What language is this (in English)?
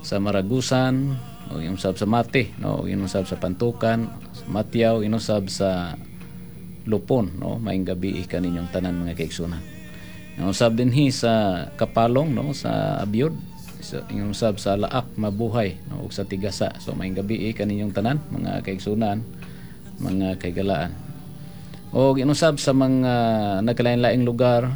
Cebuano